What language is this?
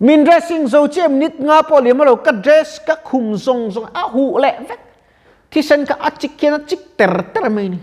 Mizo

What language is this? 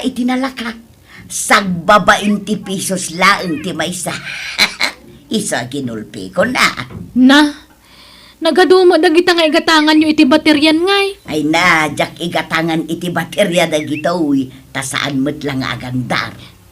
Iloko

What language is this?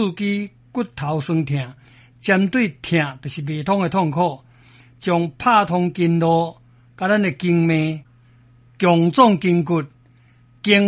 Min Nan Chinese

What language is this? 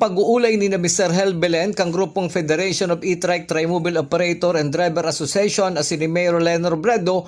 Bikol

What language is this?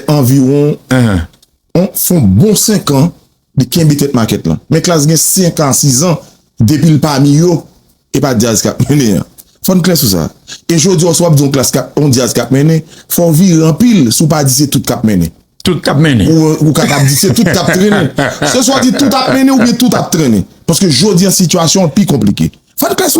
Haitian Creole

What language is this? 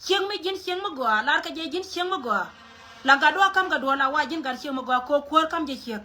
Nuer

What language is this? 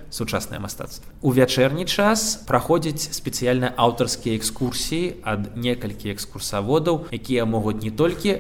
Belarusian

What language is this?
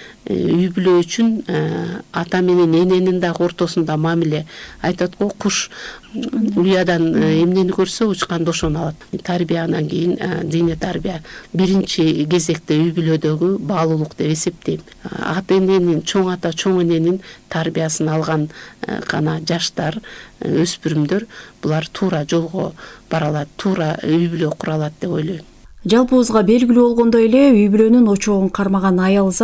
Kyrgyz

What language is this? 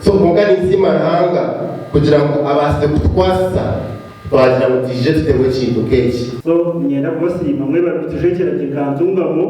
Nyankole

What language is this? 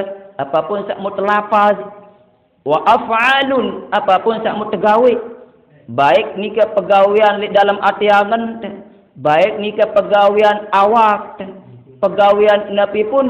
Sasak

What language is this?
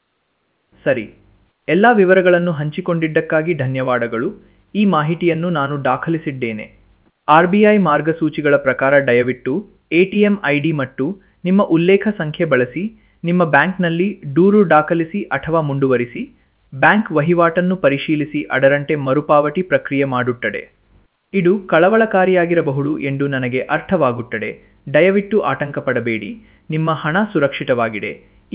Kannada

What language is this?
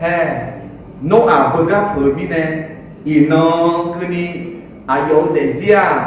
Akha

